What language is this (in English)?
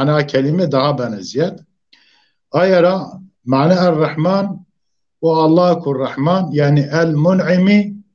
Zaza